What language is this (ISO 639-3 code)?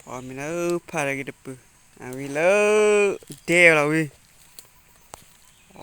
lao